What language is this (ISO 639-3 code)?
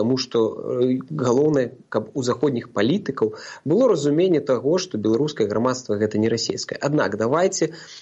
bel